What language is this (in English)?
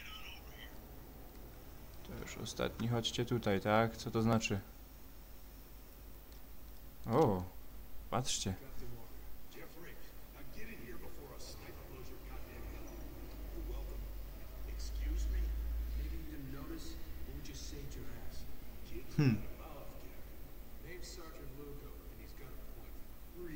Polish